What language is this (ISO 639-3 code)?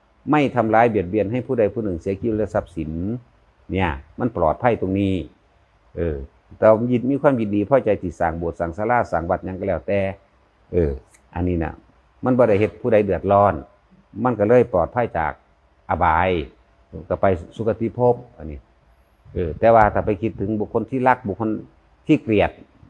tts